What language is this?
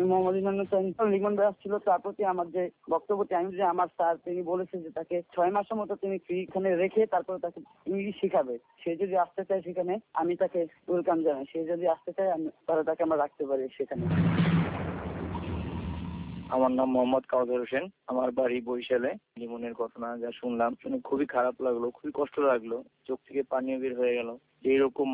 Bangla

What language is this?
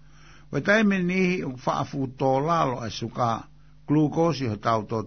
Tongan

